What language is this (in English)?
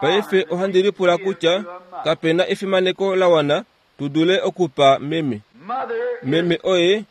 Kuanyama